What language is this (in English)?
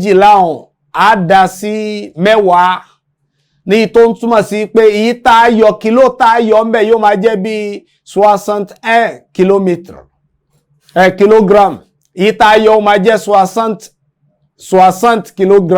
Yoruba